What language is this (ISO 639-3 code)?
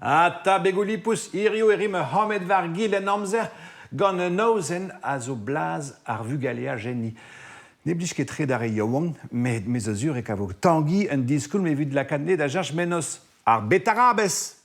bre